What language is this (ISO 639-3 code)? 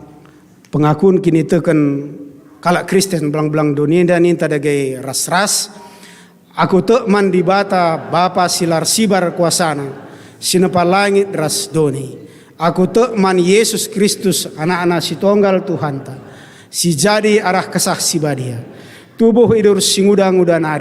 btx